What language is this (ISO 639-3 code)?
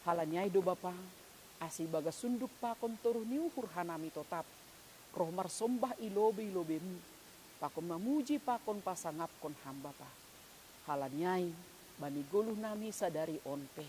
bts